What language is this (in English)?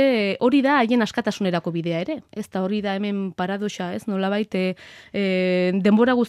Basque